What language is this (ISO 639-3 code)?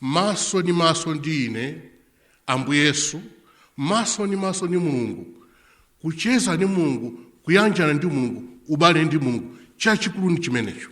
nya